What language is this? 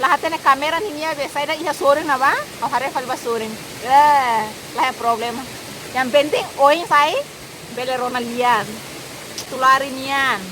Tetum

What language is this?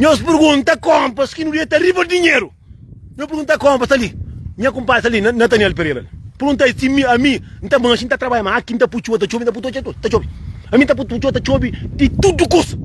Kabuverdianu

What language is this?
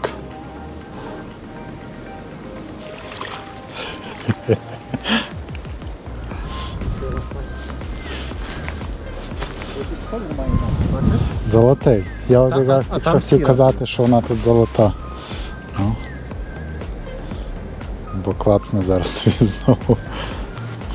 Ukrainian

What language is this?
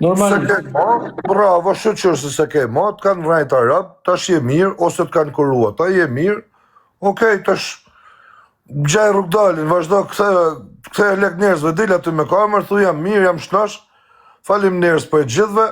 Albanian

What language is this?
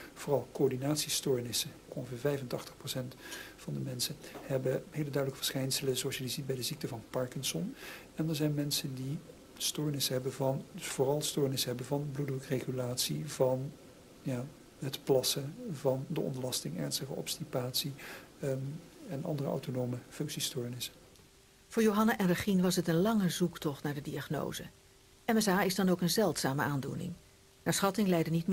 Dutch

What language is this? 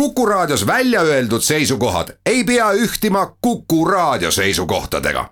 Estonian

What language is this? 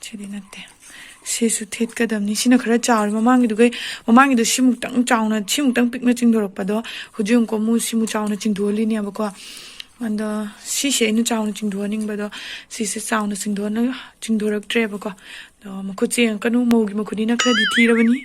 Manipuri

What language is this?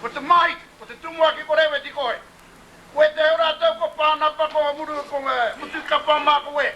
Māori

